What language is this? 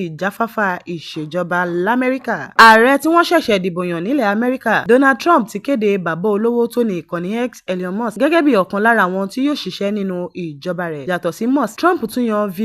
Yoruba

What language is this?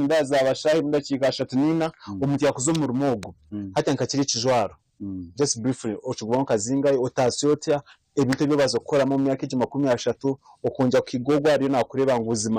Nyankole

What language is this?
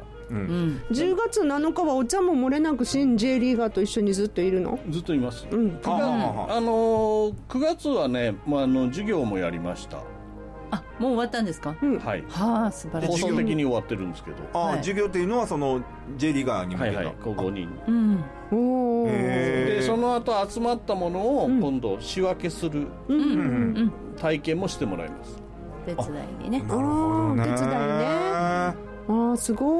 Japanese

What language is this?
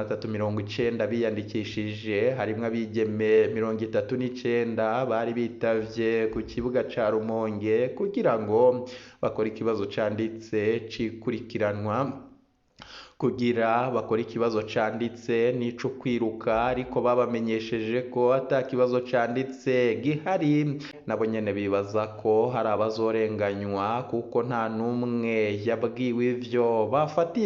Rundi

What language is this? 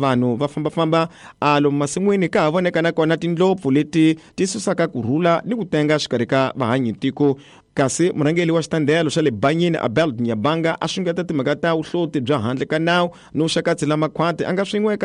Tsonga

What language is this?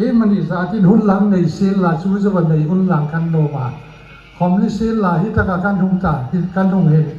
Hmar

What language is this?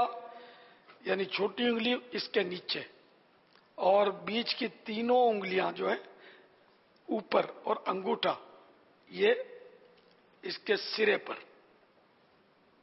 Urdu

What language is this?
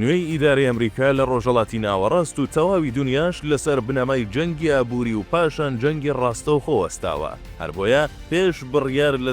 Central Kurdish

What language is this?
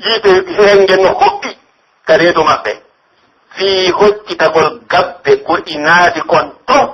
Pular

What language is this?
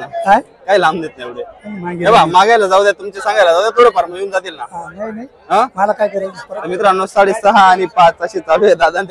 Marathi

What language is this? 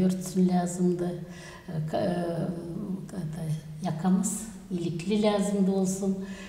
Gagauz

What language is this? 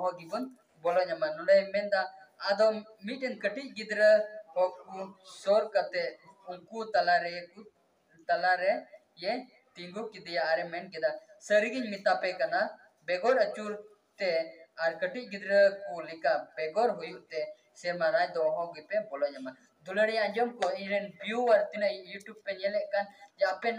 Santali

